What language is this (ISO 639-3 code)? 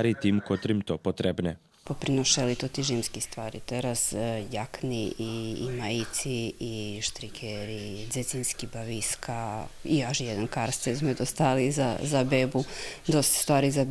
rue